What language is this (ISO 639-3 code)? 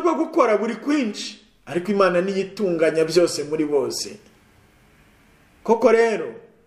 kin